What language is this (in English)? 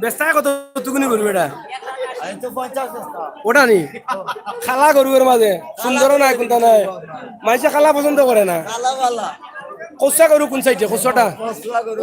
Sylheti